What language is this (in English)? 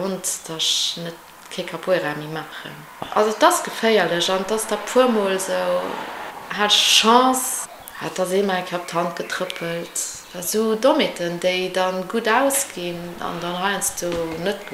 Luxembourgish